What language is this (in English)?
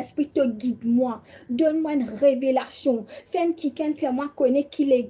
Morisyen